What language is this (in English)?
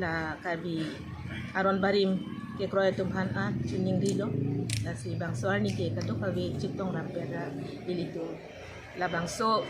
Karbi